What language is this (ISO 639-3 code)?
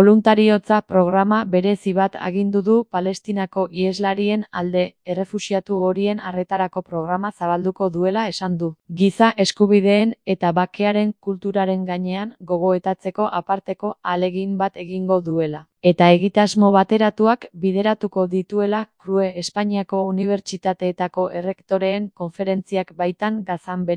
eus